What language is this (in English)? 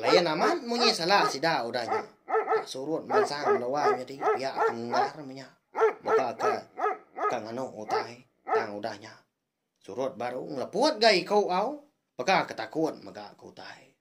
Iban